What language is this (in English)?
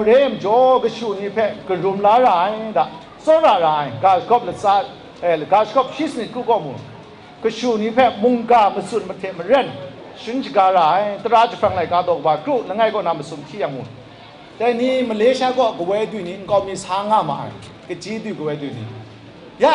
Kachin